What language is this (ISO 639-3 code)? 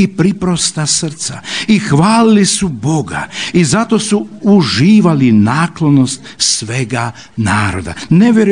hrv